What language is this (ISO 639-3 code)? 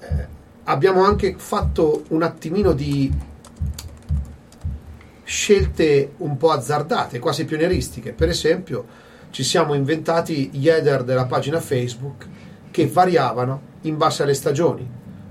ita